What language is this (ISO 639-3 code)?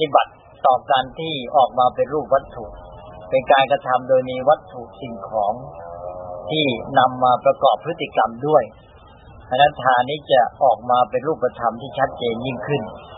tha